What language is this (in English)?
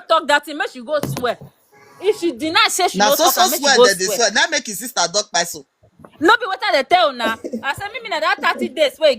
Nigerian Pidgin